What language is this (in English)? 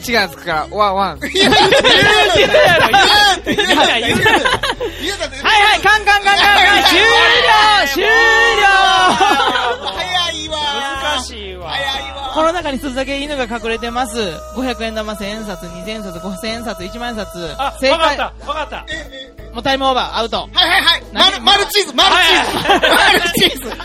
Japanese